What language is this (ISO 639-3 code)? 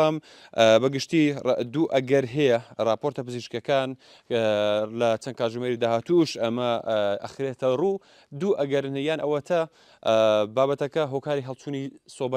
ckb